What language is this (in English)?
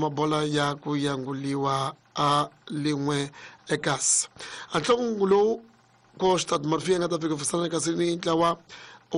Tsonga